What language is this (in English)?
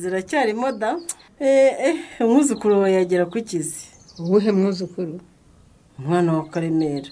Kinyarwanda